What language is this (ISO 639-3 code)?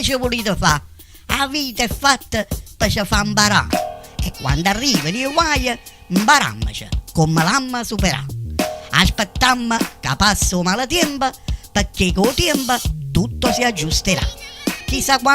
nap